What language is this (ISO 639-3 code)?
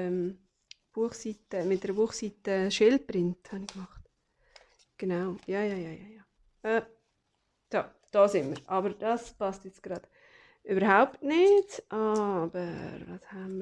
gsw